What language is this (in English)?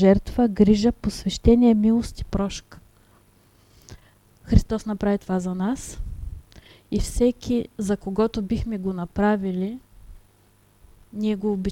Bulgarian